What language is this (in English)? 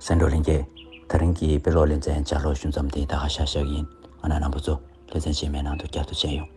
Tibetan